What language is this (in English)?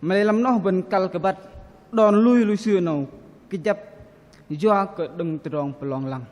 Bahnar